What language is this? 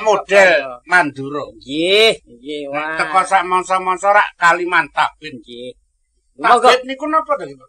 Javanese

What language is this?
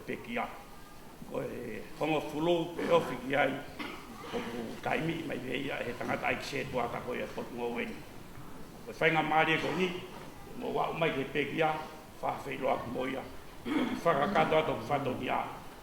Tongan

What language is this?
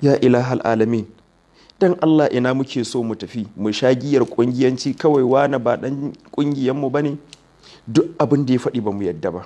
Hausa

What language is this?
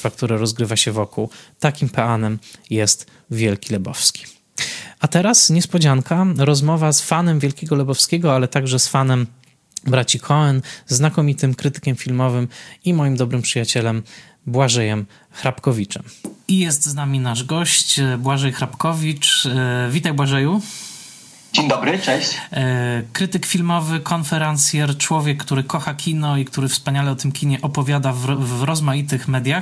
Polish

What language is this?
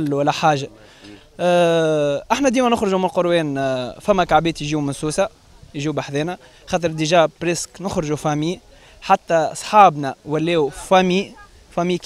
Tunisian Arabic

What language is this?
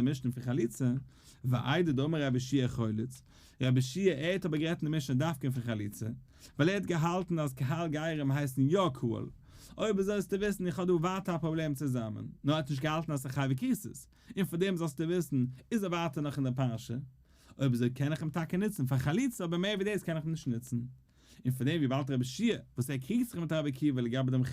Yiddish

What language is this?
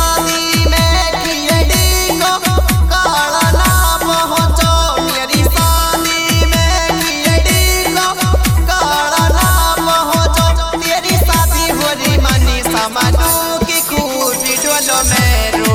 Haryanvi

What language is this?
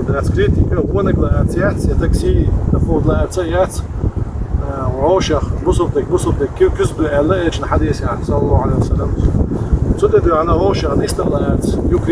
Chechen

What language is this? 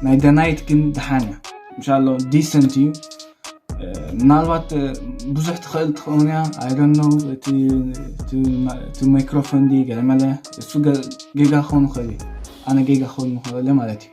Tigrinya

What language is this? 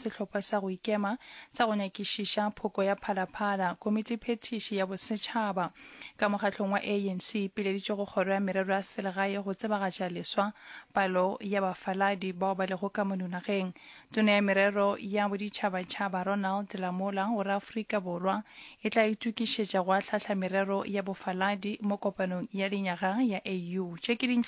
Northern Sotho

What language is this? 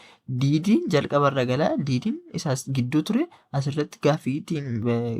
Oromo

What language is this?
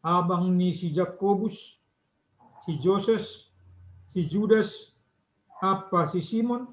Batak Simalungun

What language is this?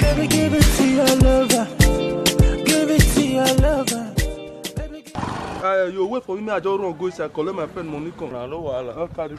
Nigerian Pidgin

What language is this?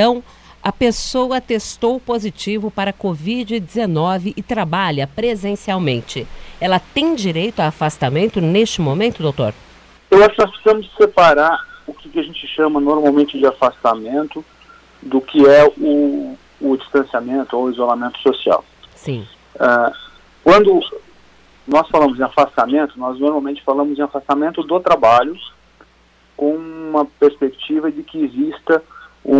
Portuguese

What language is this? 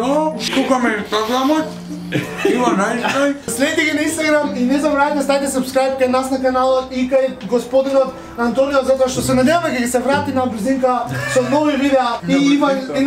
Macedonian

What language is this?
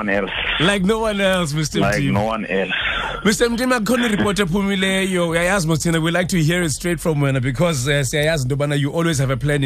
Xhosa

